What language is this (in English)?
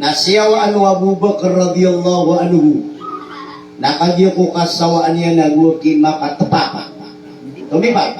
Maranao